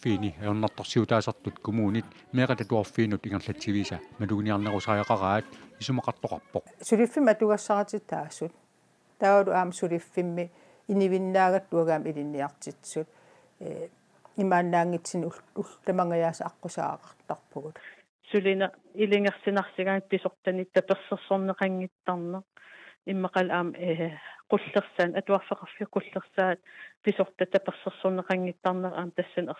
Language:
Kalaallisut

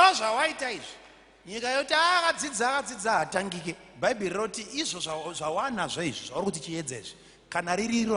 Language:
Shona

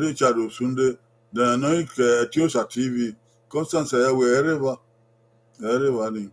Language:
Bini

